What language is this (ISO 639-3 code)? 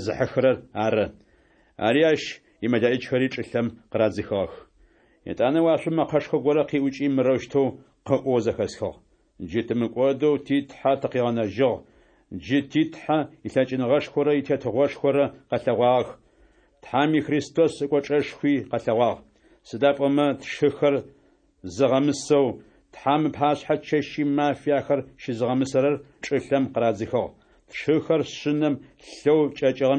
ady